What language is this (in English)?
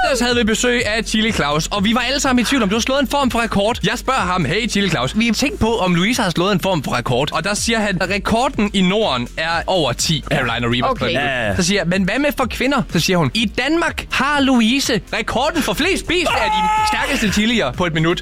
Danish